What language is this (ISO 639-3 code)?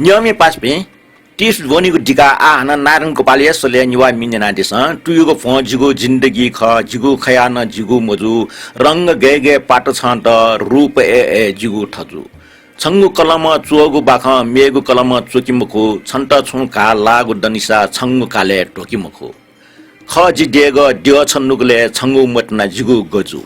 new